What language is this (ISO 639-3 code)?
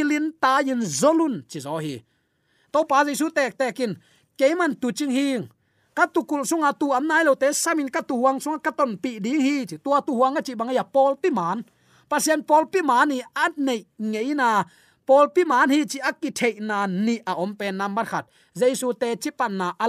ctd